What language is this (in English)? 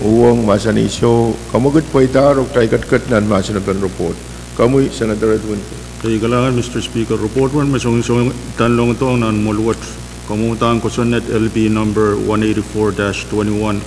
Pohnpeian